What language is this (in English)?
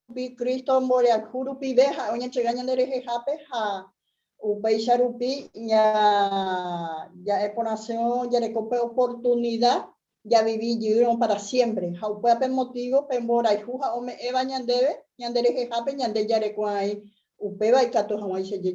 Guarani